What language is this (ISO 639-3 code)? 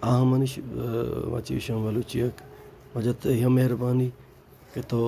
bal